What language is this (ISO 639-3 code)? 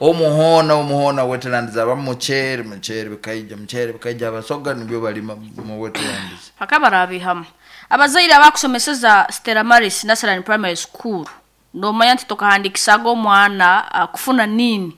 nyo